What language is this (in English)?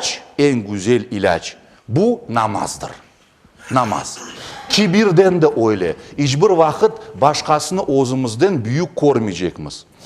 Crimean Tatar